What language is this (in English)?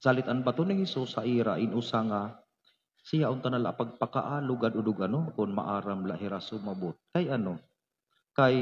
Waray